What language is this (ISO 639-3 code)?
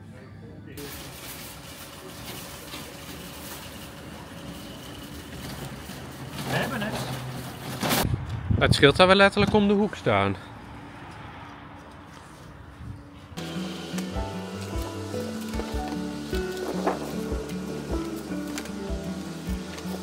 nld